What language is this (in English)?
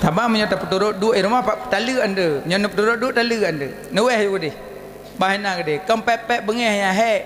Achinese